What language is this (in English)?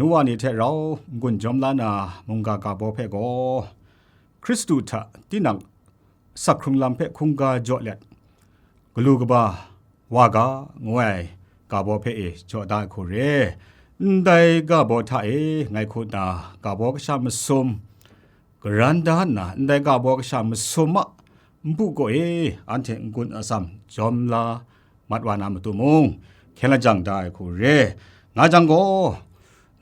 Kachin